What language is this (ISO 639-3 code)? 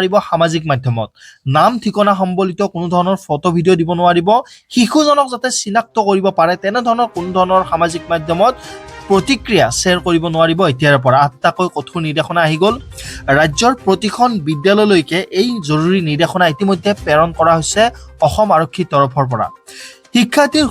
asm